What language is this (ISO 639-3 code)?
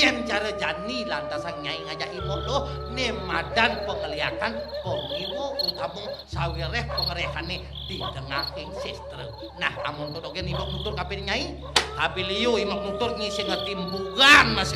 ban